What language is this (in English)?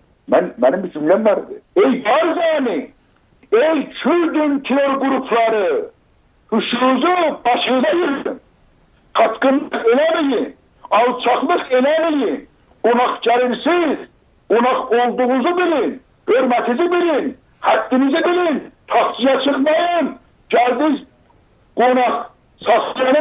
South Azerbaijani